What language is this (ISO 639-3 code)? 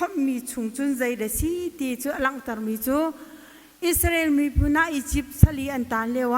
cnh